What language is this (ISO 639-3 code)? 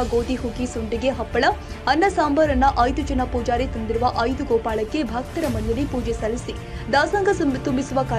kan